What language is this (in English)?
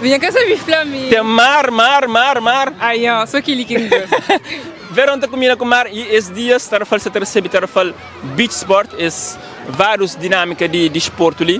Kabuverdianu